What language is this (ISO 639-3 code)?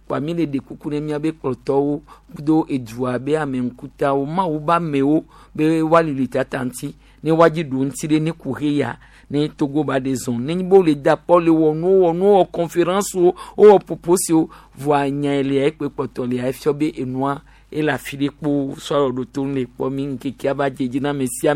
gej